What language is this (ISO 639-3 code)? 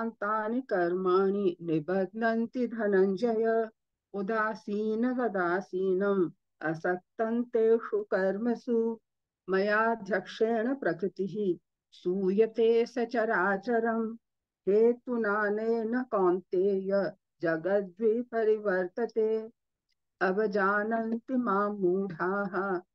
san